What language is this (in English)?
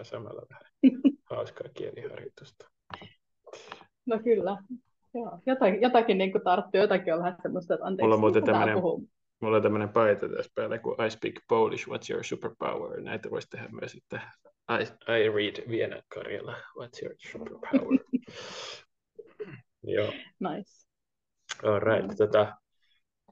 Finnish